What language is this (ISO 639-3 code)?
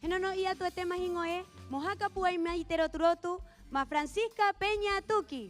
rap